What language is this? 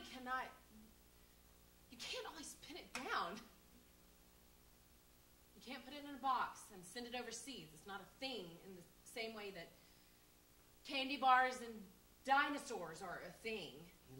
English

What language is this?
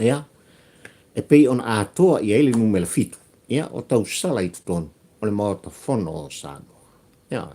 Samoan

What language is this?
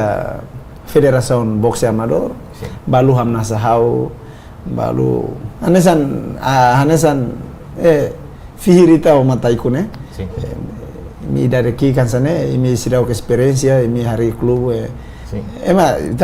Tetum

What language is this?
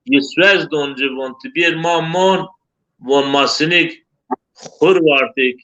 Zaza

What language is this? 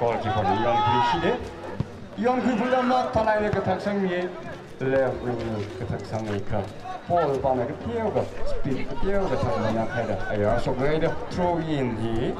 Tangkhul Naga (India)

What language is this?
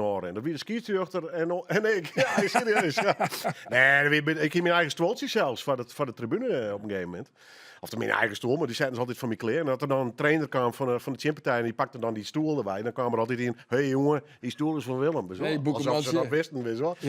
Western Frisian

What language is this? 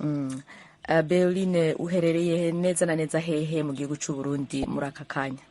Rundi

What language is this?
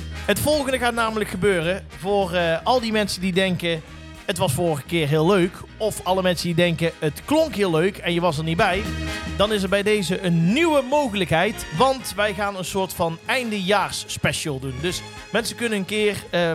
Dutch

